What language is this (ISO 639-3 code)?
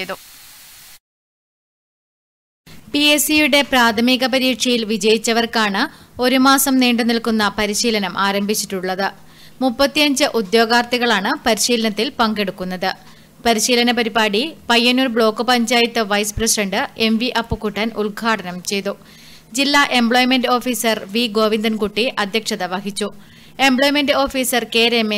mal